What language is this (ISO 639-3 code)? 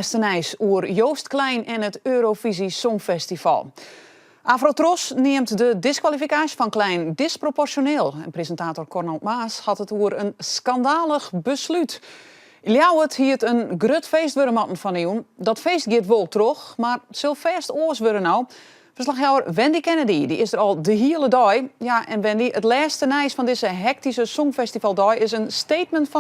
fry